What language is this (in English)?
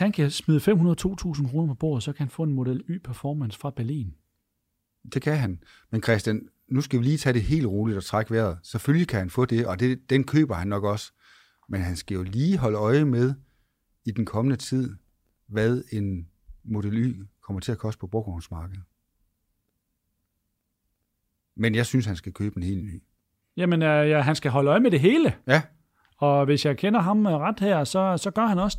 Danish